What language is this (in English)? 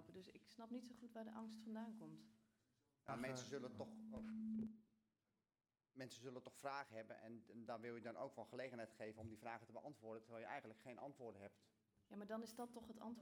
Dutch